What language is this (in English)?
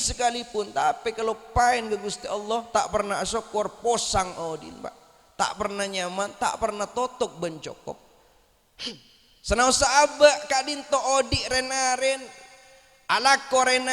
Madurese